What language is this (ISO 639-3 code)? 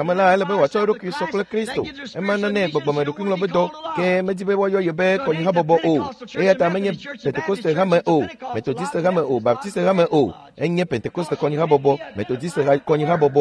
ewe